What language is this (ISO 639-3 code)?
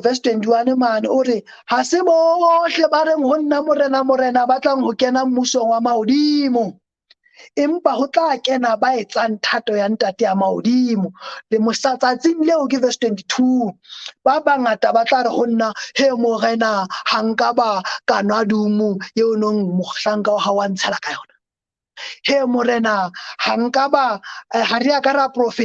sot